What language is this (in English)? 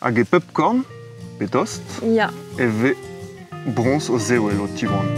Breton